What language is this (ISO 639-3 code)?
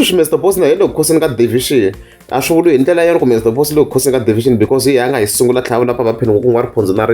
tso